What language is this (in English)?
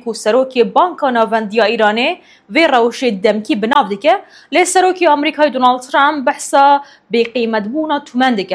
Kurdish